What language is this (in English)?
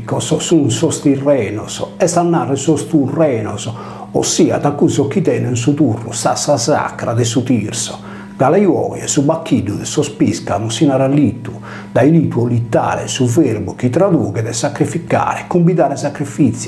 Sardinian